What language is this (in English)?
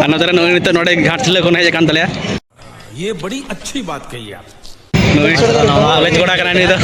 Santali